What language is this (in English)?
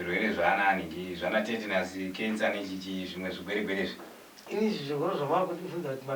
Shona